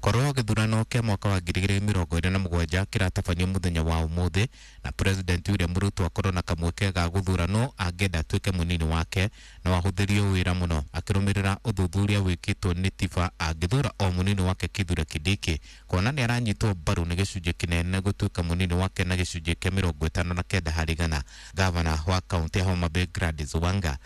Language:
Kikuyu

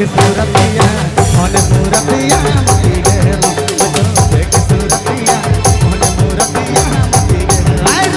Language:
Sadri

